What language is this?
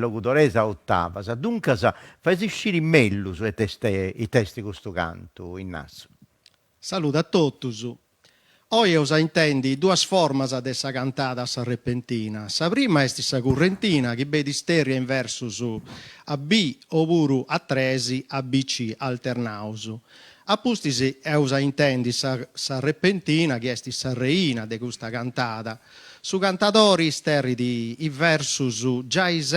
Sardinian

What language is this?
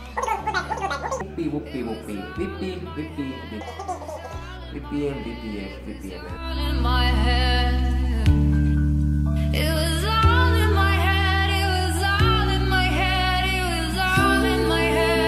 Slovak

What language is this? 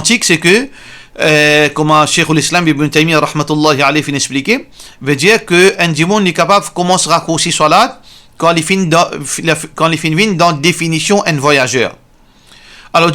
Morisyen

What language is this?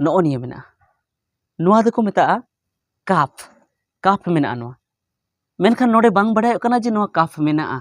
Santali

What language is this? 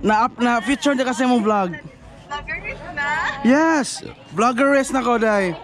Cebuano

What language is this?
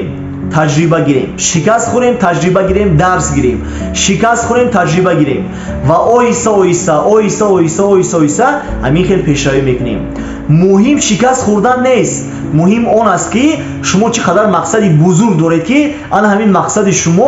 Tajik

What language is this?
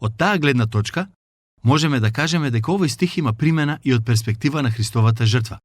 Macedonian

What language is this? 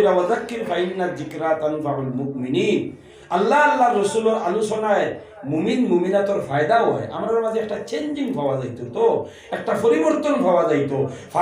Sylheti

